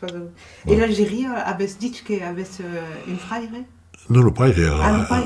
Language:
Occitan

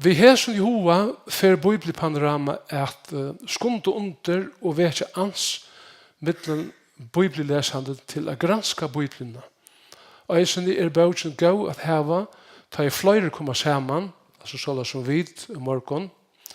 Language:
Faroese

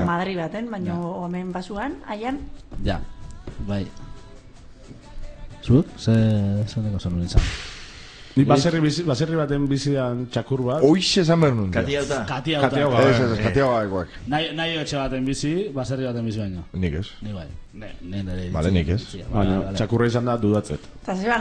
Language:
Basque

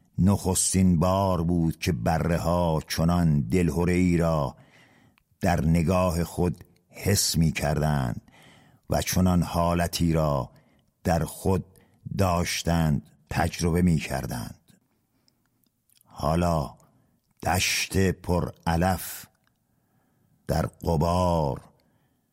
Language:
Persian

